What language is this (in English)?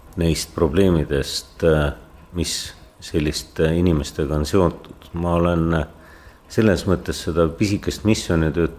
Estonian